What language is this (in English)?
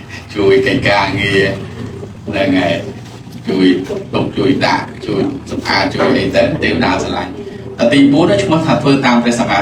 Khmer